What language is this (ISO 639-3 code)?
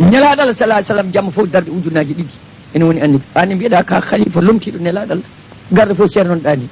ful